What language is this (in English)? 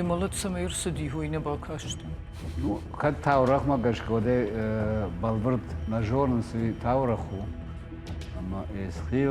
Ossetic